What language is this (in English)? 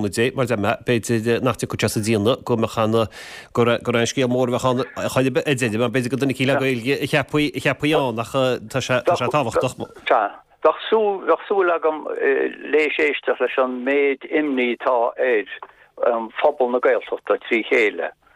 Irish